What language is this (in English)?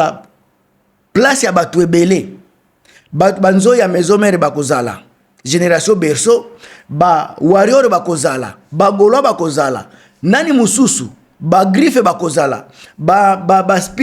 Lingala